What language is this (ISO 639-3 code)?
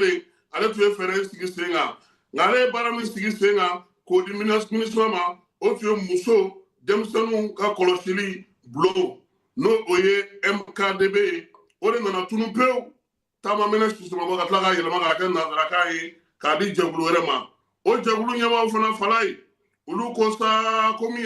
bam